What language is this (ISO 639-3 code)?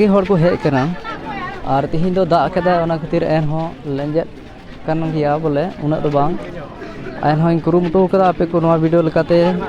sat